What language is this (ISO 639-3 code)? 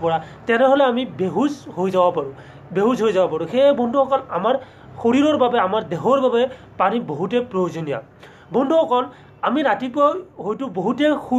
asm